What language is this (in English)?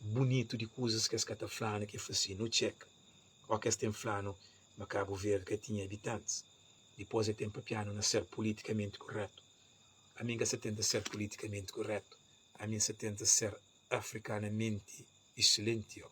Kabuverdianu